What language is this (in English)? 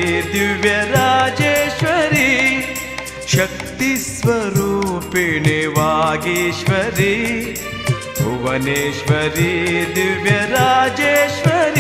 Kannada